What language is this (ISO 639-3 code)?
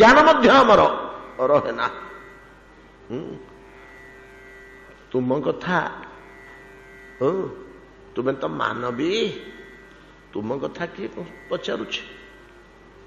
ori